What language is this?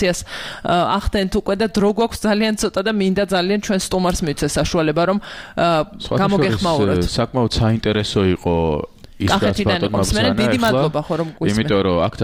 Georgian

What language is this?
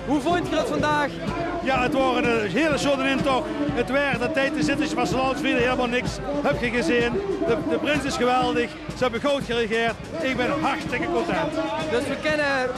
Limburgish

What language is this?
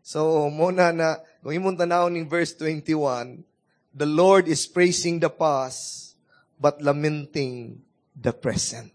Cebuano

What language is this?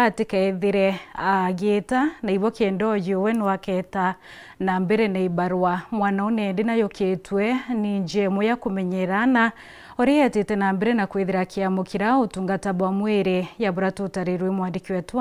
Meru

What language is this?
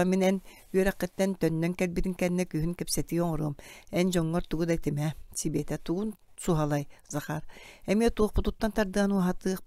Yakut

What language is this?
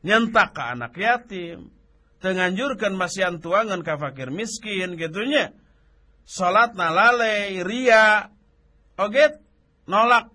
Sundanese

